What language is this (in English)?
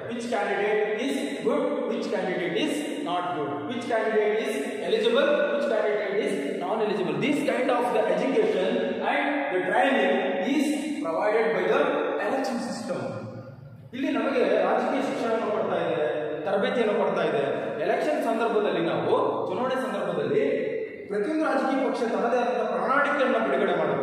Kannada